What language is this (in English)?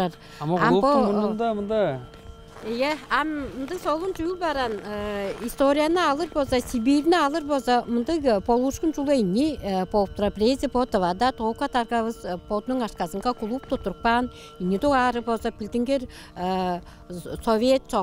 Tuvinian